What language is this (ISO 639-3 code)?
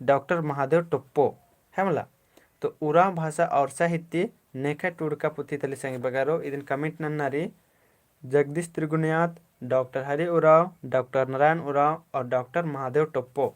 kru